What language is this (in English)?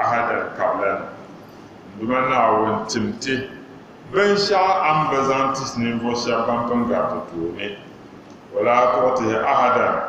Dagbani